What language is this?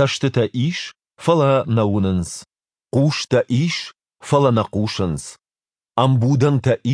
Ossetic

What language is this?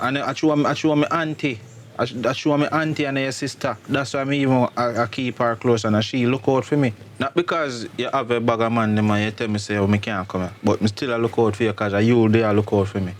Jamaican Creole English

